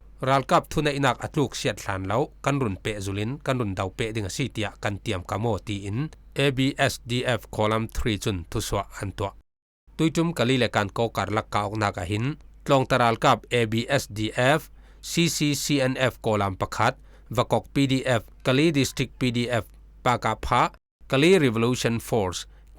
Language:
Falam Chin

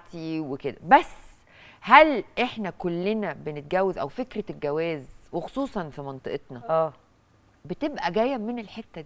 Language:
Egyptian Arabic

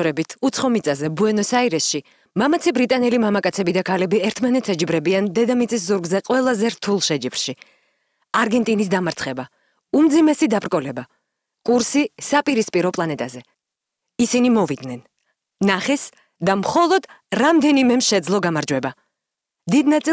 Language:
Georgian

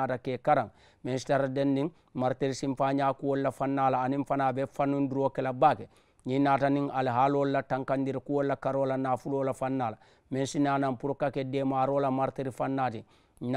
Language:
Mandingo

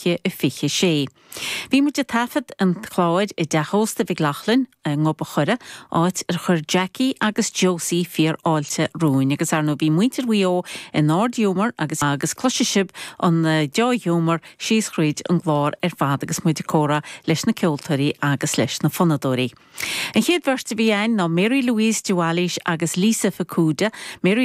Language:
Irish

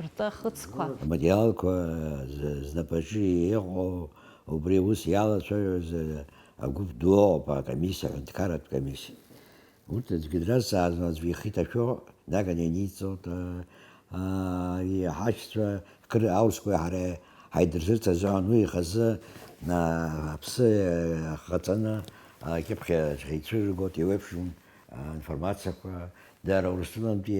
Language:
Abkhazian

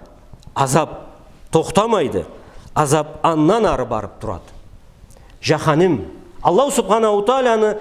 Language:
Karachay-Balkar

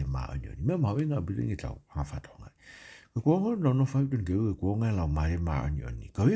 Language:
Tongan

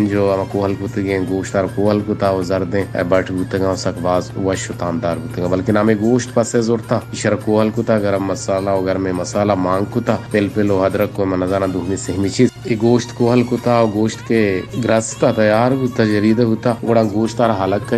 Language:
Baluchi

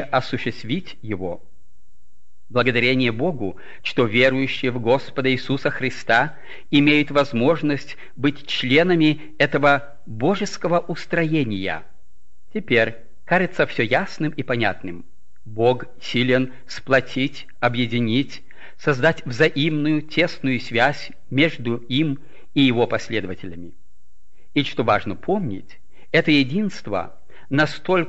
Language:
Russian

